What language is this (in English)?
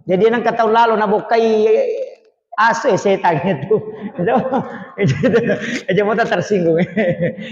Buginese